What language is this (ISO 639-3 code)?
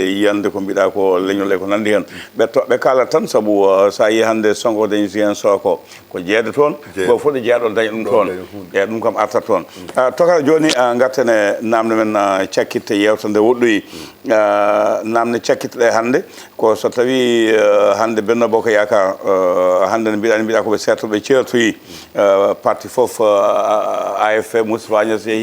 ful